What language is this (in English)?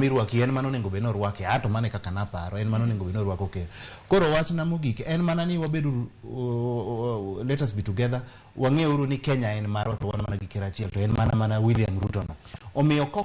Luo (Kenya and Tanzania)